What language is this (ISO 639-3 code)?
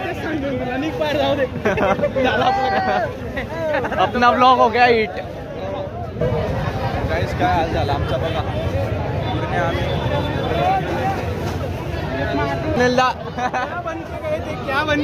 mar